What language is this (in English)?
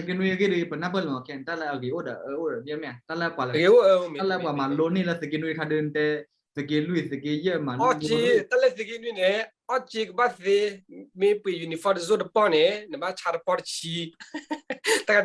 S'gaw Karen